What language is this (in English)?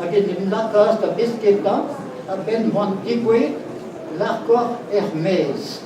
Breton